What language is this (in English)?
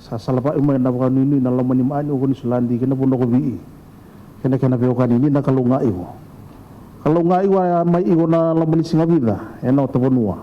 Fijian